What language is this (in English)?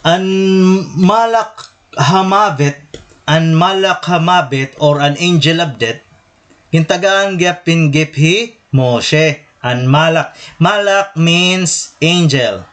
Waray